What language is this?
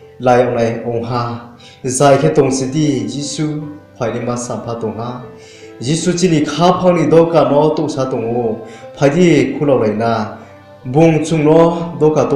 Riang (India)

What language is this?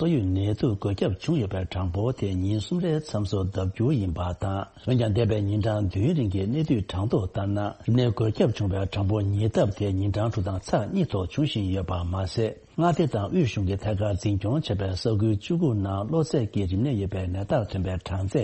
Tibetan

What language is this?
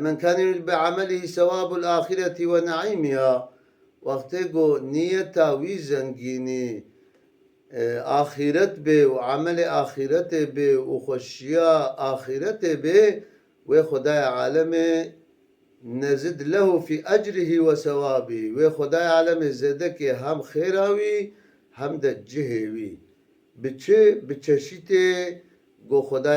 Kurdish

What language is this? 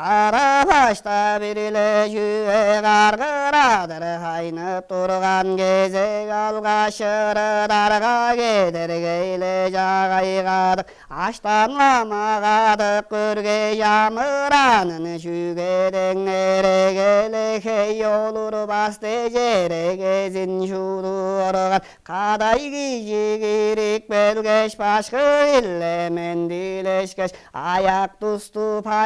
Tuvinian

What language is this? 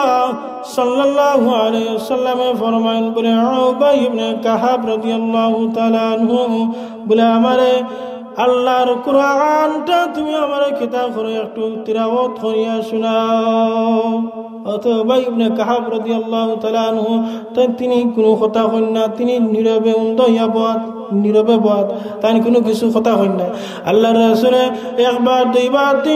Sylheti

